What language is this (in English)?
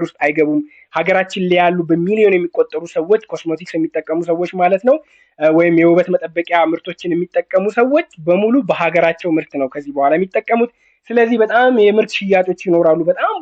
Amharic